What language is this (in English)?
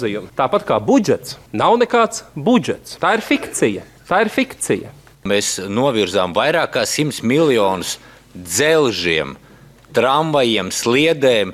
Latvian